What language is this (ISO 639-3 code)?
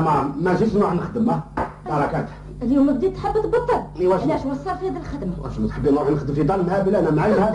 arq